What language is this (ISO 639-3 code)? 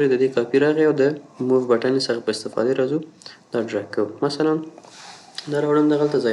pus